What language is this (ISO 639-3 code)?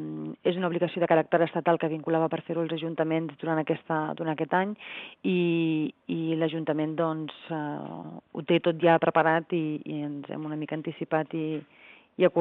cat